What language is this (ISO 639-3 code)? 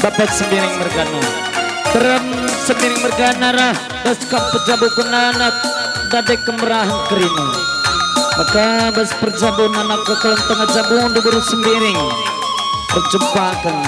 btx